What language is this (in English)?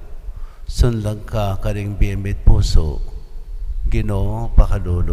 Pampanga